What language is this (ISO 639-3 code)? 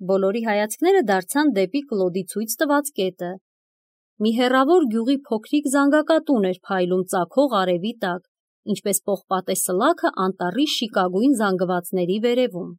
hye